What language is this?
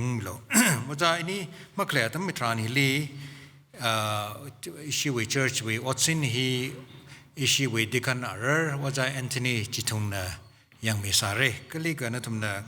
Tangkhul Naga (India)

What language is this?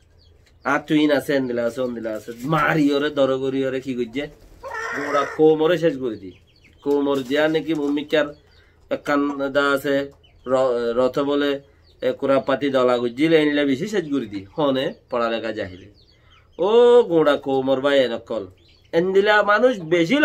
Rohingya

